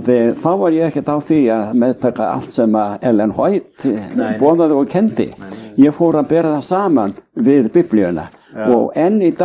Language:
Icelandic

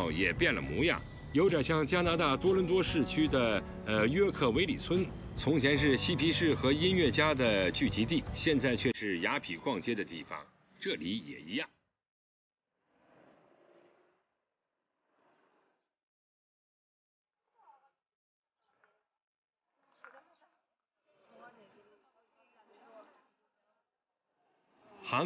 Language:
Chinese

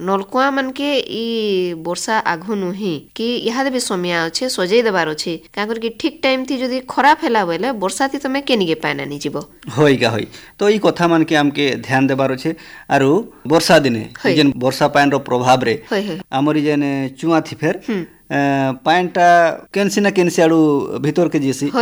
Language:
Odia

